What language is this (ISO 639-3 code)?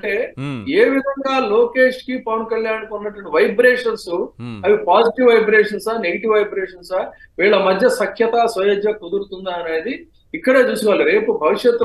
tel